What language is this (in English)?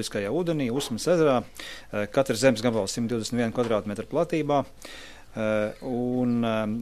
Latvian